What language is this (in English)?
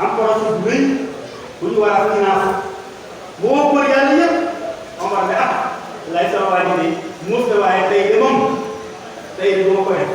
Wolof